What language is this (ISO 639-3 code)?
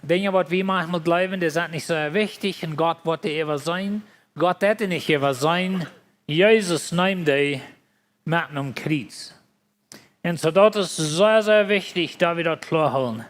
pdt